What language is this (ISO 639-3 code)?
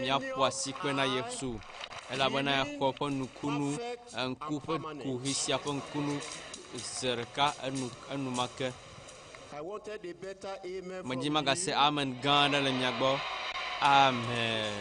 ewe